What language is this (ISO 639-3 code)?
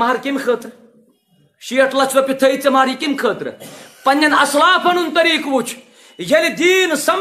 kas